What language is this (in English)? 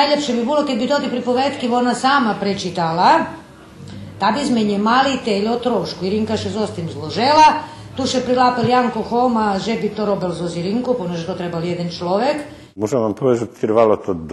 Rusyn